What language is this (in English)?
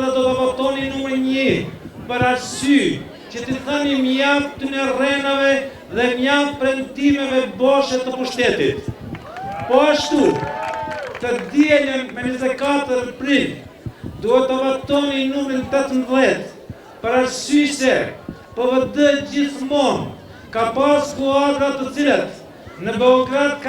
Albanian